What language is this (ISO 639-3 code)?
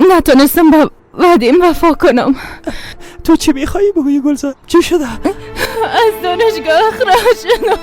fas